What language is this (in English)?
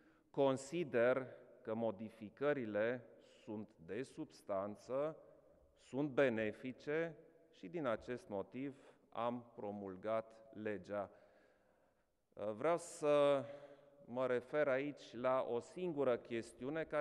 Romanian